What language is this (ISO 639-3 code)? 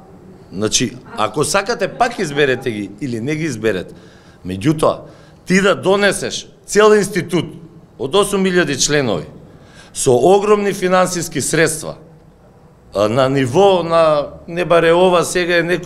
mkd